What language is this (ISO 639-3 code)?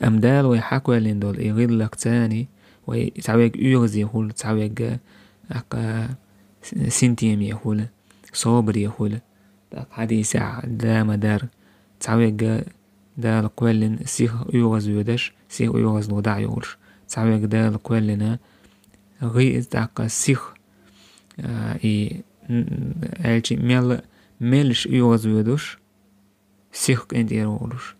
che